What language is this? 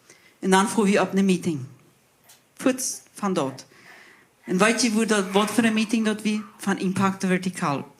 Plautdietsch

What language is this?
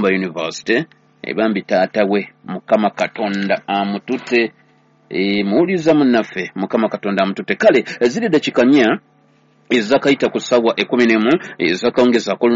Ganda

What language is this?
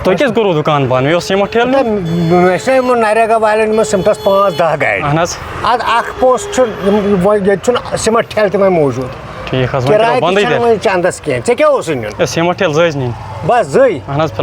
Kashmiri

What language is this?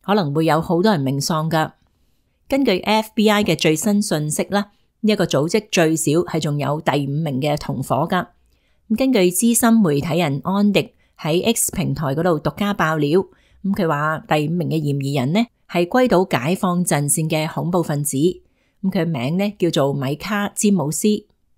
Cantonese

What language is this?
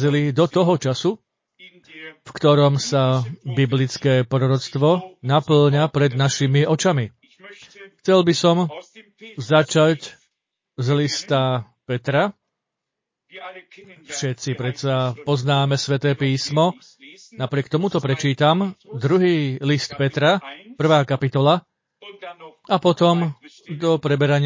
Slovak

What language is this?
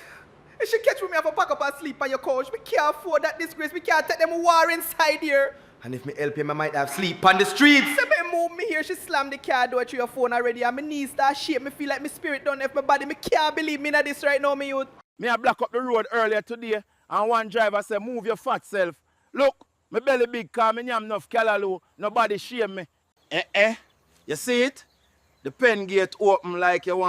Jamaican Creole English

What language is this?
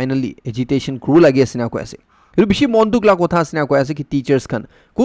Naga Pidgin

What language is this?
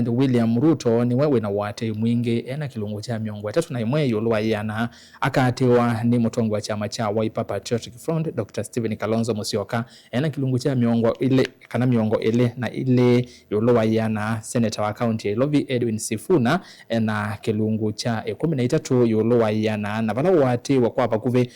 Kamba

